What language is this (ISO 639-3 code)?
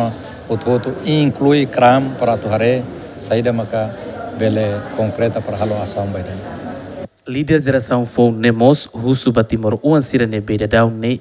tet